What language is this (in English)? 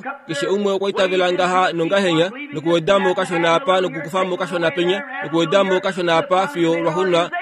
Kuanyama